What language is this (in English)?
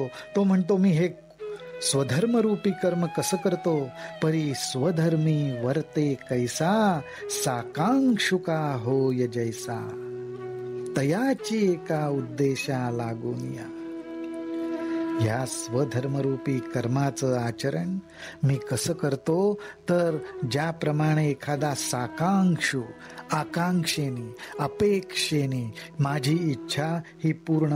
Marathi